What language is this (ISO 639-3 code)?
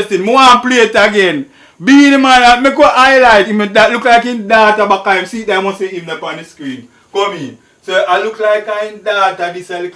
jam